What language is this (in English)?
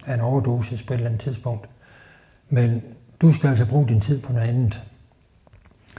Danish